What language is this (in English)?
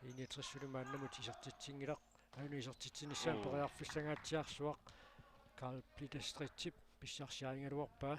Kalaallisut